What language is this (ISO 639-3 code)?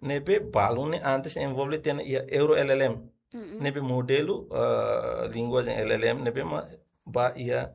tet